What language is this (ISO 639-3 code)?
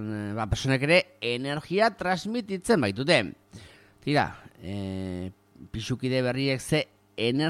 eus